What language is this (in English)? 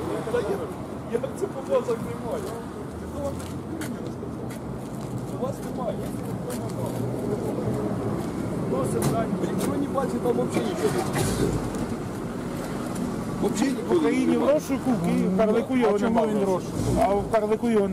Ukrainian